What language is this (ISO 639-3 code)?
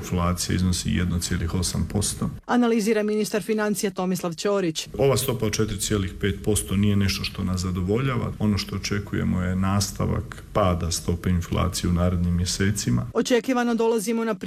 hrv